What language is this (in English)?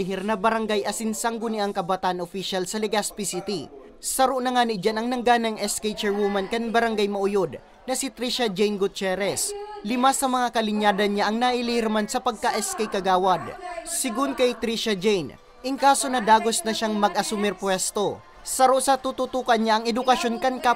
Bikol